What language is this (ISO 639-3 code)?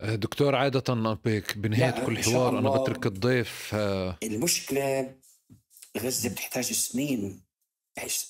apc